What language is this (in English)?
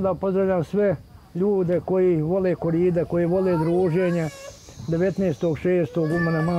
Bosnian